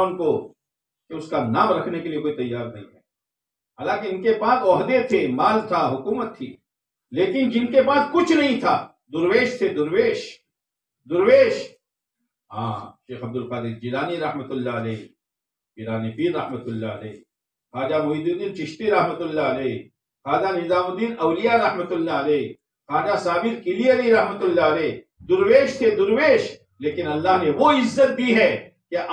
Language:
Urdu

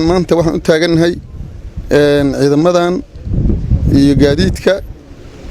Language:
Somali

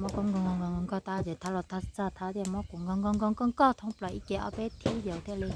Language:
Hmong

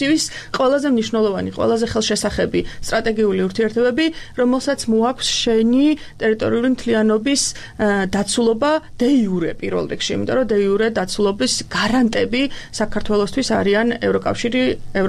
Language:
Georgian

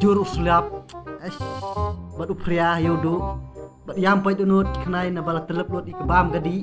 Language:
Khasi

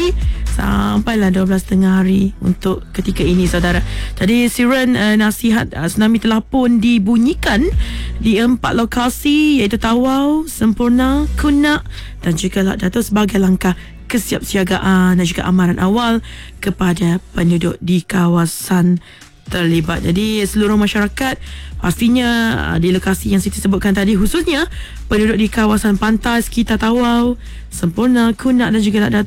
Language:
Malay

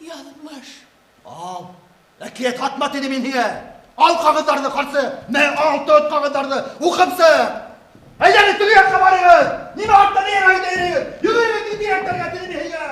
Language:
Bashkir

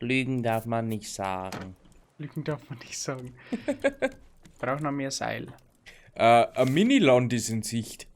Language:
Bavarian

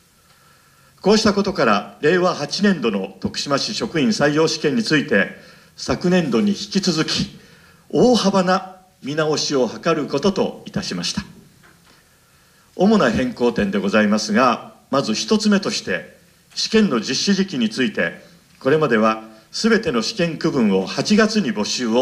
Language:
Japanese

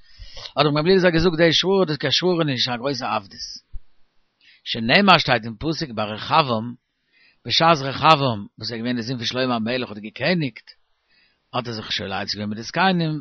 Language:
Yiddish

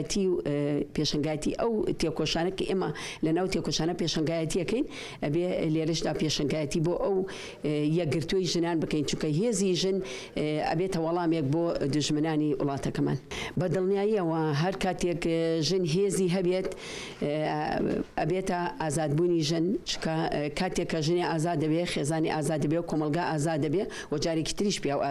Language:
Central Kurdish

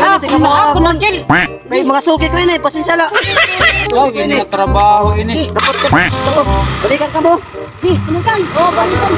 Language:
Waray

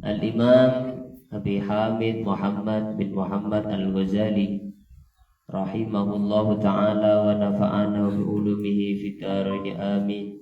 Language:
Madurese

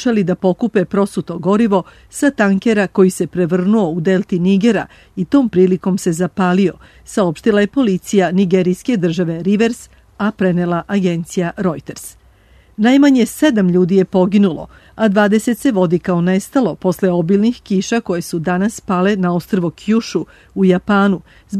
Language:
Serbian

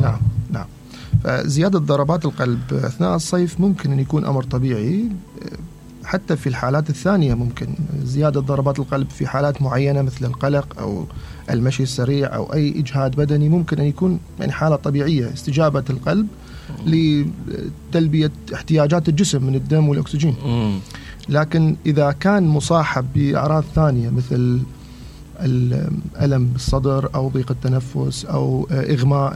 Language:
Mesopotamian Arabic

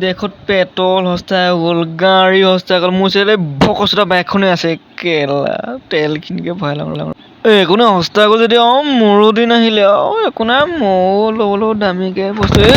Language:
Assamese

